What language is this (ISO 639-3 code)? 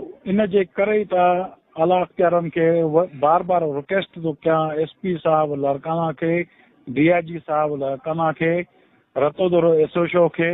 snd